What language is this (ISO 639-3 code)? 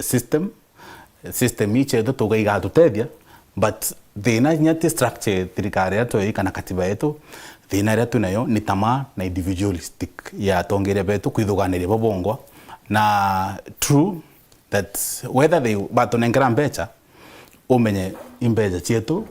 mer